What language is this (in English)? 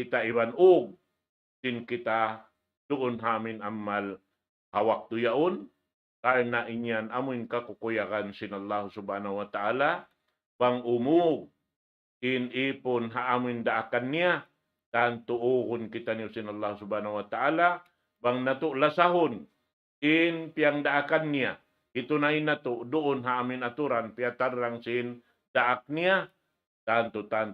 Tausug